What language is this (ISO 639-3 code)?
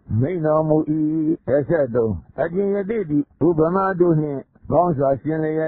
mya